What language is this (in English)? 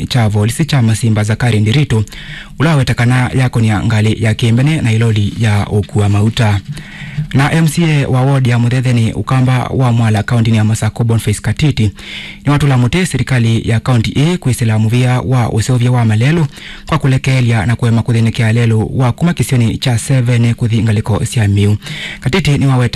Kamba